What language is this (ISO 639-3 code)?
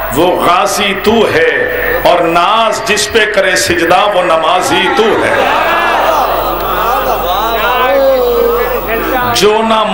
urd